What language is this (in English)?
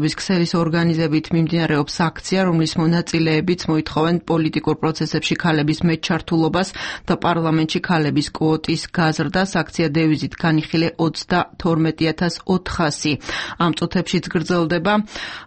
Georgian